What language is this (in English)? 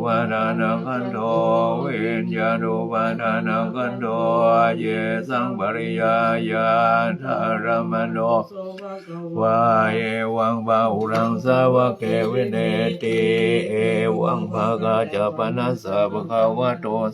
Pali